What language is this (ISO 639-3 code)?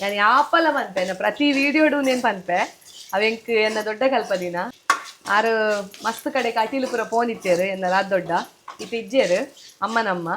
tcy